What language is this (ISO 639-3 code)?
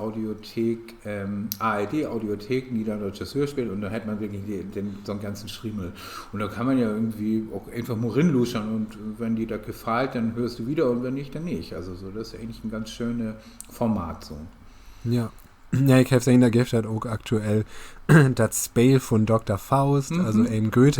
nds